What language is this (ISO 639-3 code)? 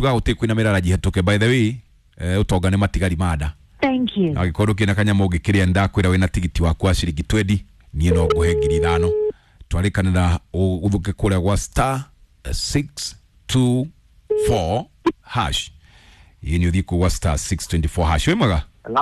kik